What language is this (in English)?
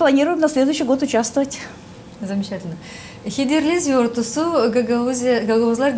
Gagauz